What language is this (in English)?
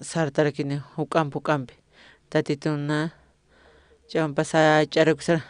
Aymara